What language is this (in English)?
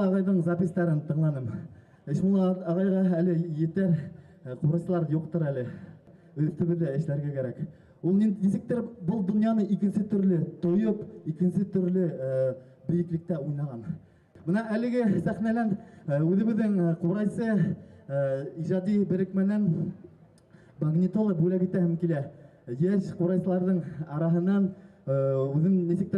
Bashkir